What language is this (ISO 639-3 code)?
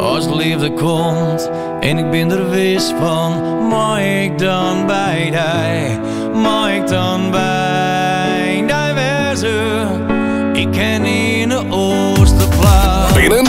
fry